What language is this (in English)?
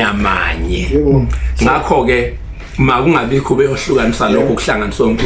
Zulu